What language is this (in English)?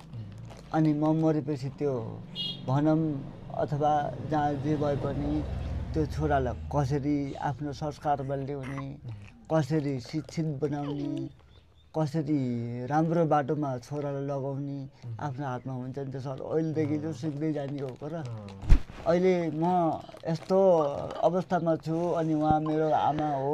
Nepali